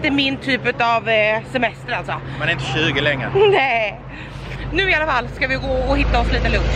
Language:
Swedish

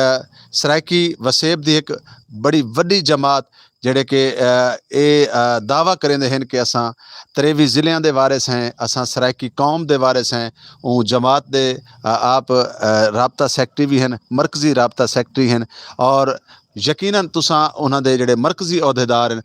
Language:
Saraiki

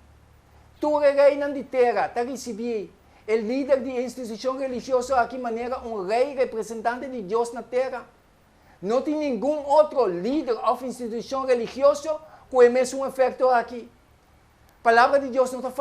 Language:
Papiamento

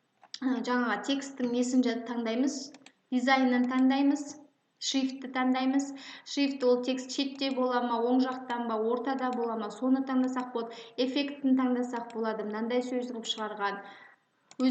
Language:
Kazakh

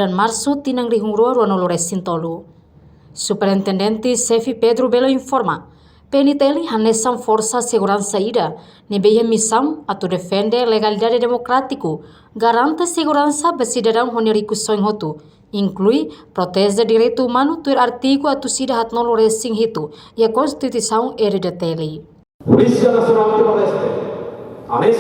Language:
Tetum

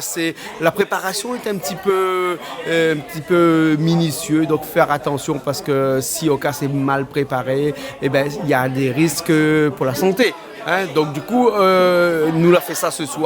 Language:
Réunion Creole French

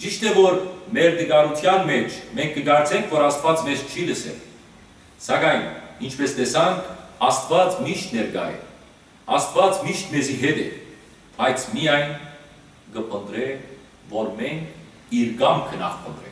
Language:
Western Armenian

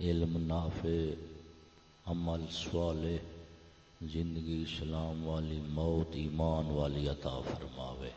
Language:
Saraiki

